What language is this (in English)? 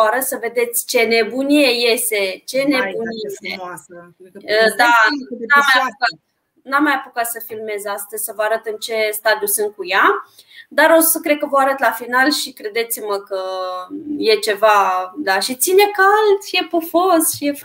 Romanian